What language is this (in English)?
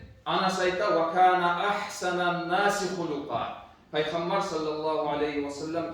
Kumyk